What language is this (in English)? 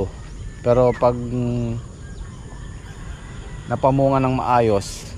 Filipino